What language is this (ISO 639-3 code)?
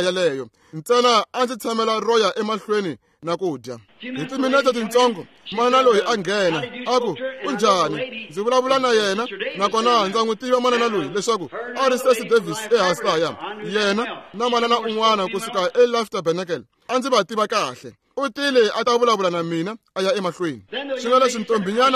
tso